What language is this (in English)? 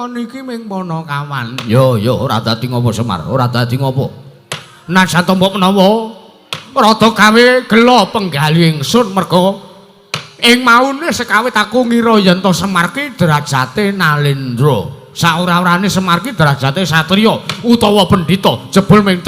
Javanese